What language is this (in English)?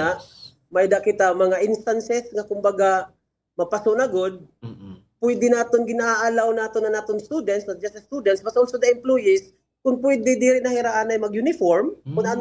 Waray